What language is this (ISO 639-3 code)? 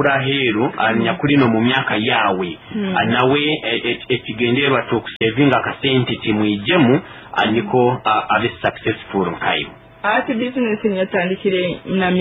nyo